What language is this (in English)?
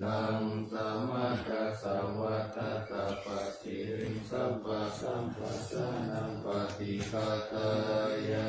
Pali